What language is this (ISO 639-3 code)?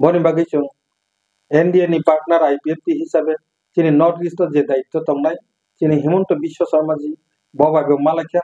trp